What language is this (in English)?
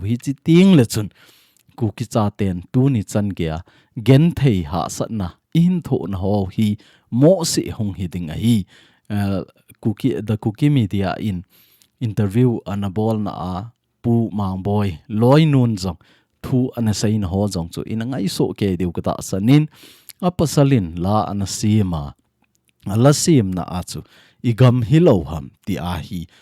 Thado Chin